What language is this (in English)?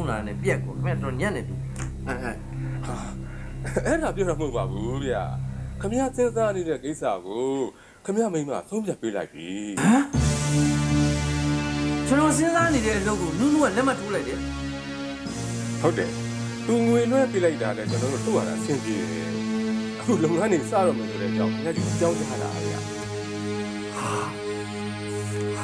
Burmese